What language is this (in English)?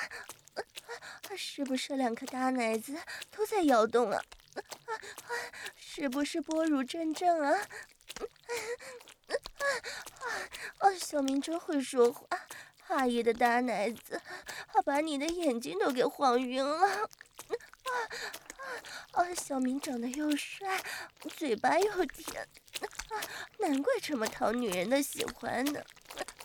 Chinese